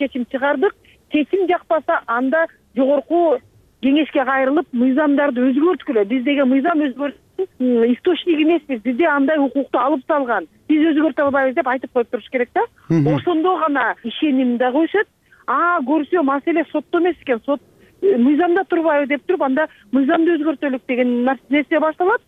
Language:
Kyrgyz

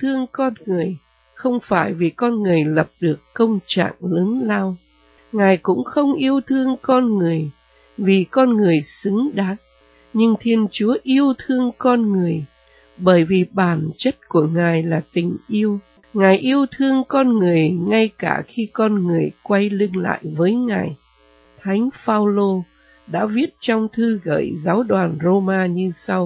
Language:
Vietnamese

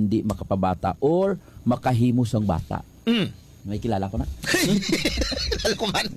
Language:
Hiligaynon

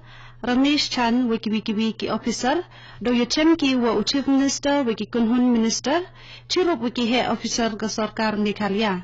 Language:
Khasi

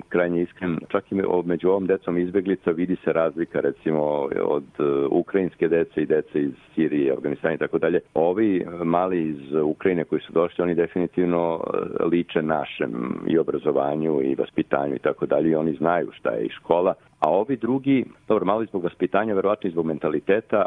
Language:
Serbian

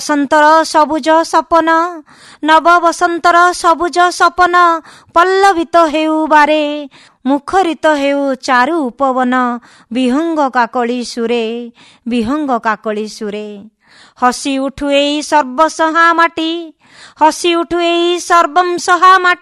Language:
Odia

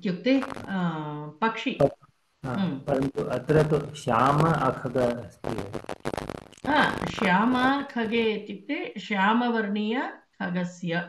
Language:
Sanskrit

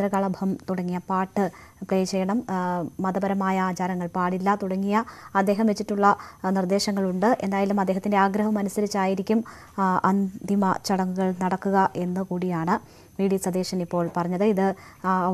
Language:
Malayalam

